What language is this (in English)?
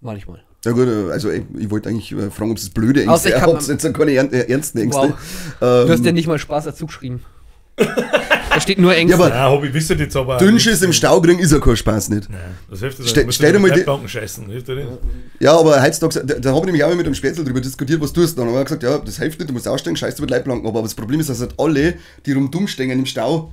Bavarian